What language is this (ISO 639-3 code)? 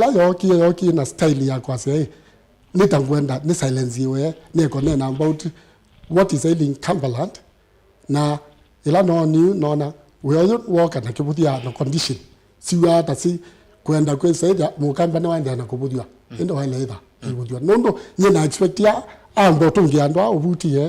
kam